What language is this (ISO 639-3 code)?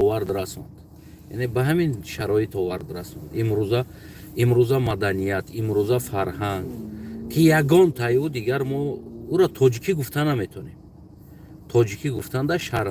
tgk